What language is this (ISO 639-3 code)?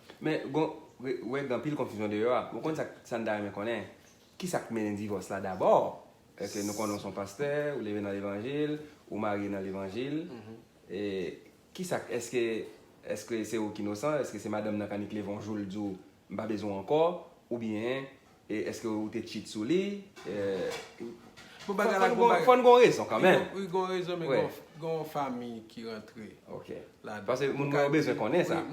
hat